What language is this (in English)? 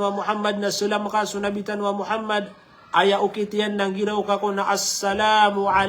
Maranao